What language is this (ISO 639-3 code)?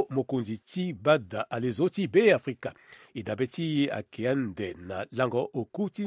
sag